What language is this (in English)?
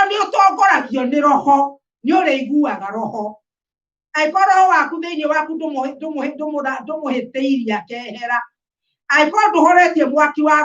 Kikuyu